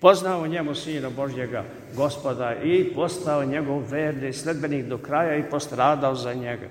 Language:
Serbian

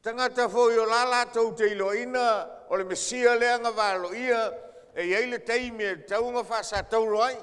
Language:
Samoan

